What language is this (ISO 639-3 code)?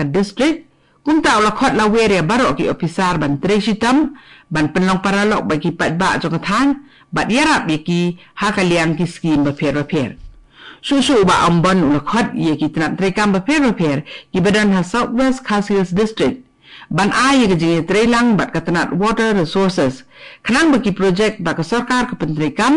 kha